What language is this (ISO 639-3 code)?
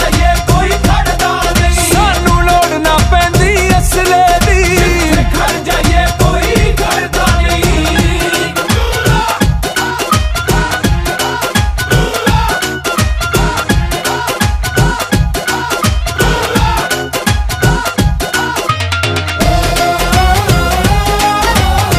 pan